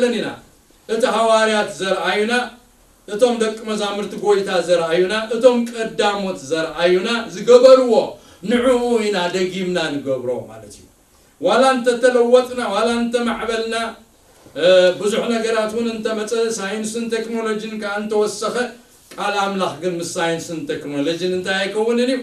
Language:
Tigrinya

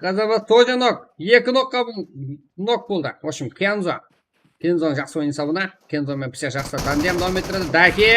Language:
Kara-Kalpak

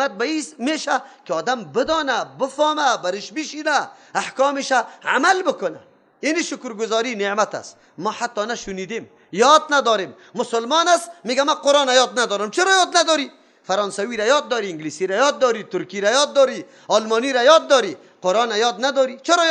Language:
Persian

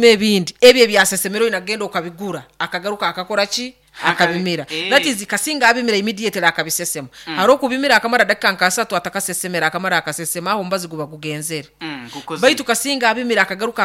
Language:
Nyankole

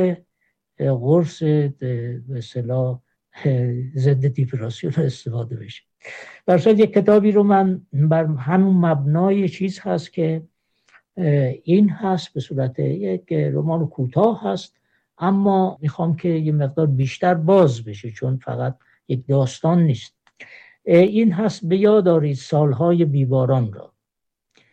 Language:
Persian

